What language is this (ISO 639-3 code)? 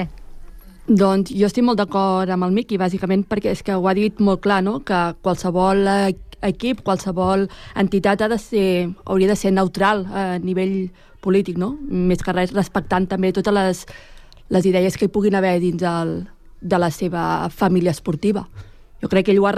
cat